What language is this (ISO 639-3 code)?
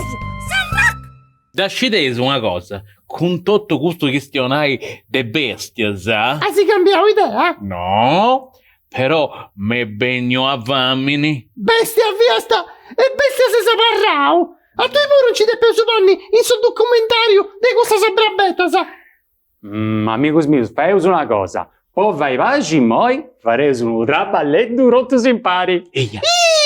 srd